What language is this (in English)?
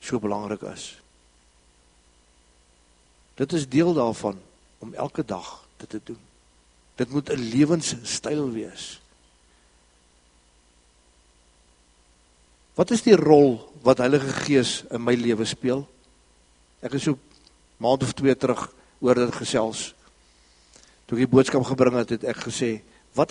Afrikaans